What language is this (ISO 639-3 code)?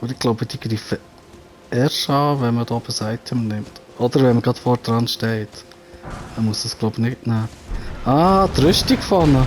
gsw